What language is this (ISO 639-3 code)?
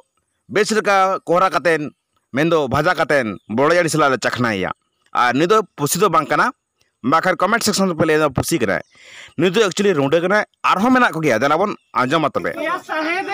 sat